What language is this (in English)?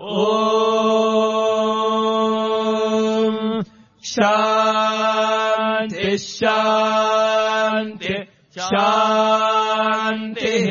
Sanskrit